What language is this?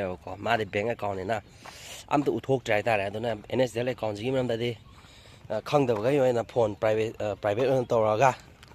Manipuri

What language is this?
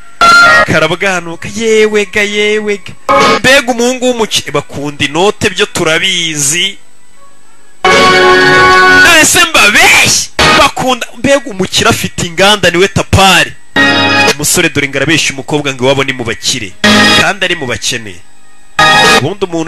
Kinyarwanda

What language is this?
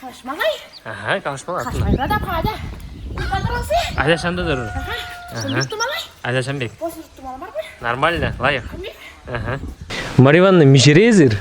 Chuvash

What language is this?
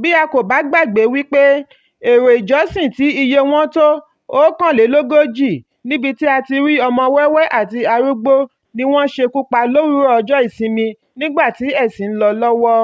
Yoruba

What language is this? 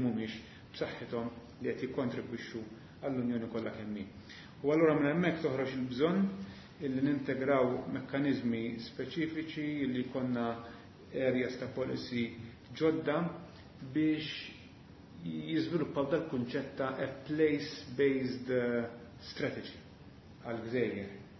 Maltese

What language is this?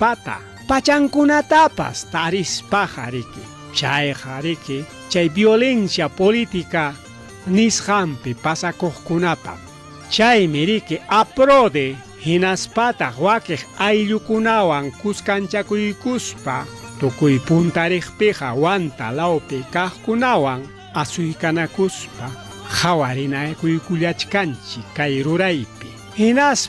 Ayacucho Quechua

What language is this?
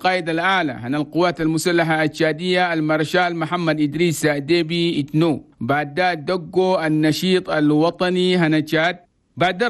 Chadian Arabic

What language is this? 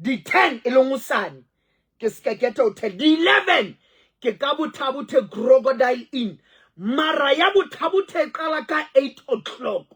Southern Sotho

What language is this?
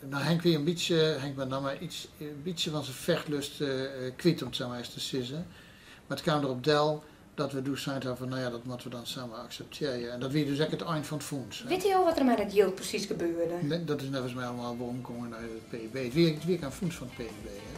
Western Frisian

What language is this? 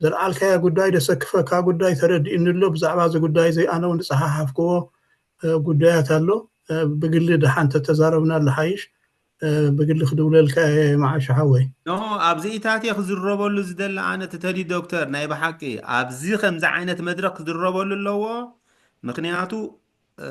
Tigrinya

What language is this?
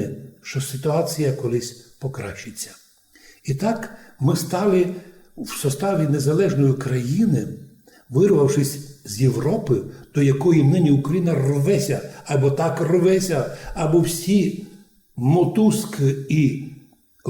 Rusyn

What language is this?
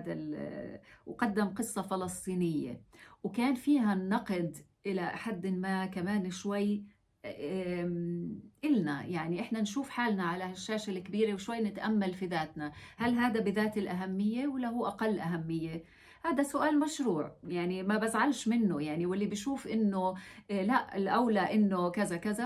North Levantine Arabic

